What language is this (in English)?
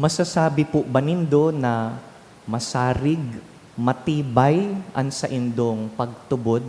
Bikol